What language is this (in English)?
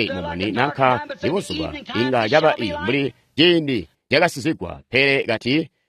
Tonga (Zambia)